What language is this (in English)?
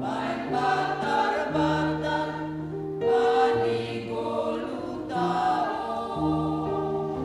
Batak Simalungun